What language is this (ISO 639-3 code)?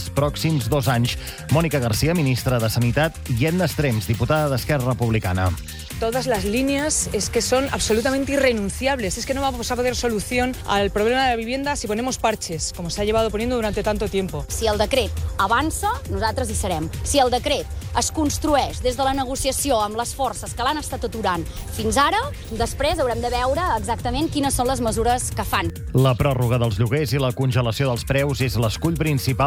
cat